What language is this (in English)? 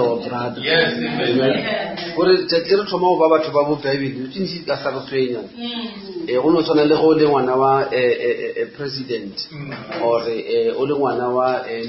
Northern Sotho